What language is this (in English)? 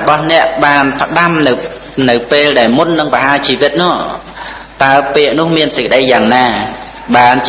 Khmer